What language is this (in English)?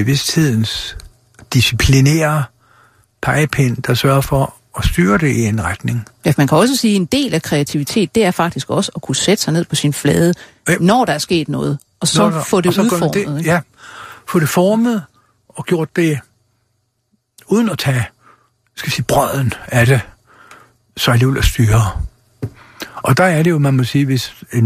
Danish